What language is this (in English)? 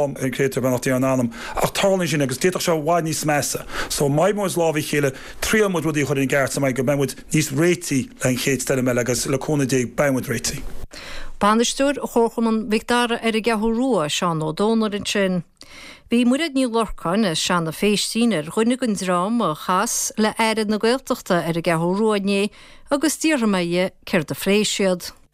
Irish